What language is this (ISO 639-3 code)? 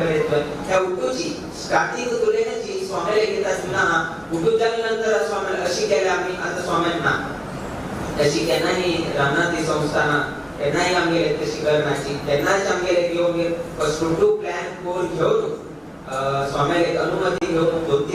kok